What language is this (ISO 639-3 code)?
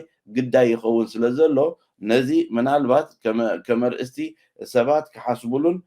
tir